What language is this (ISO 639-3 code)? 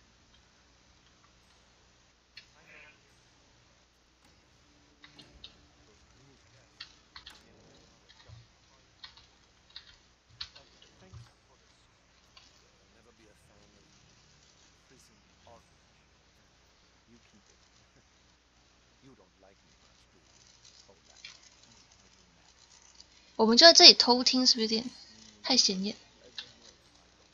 zho